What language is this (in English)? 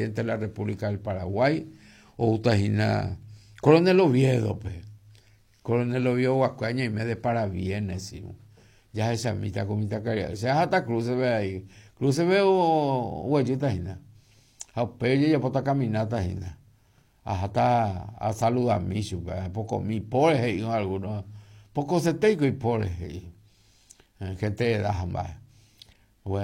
Guarani